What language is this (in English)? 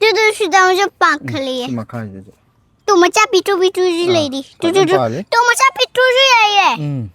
Manipuri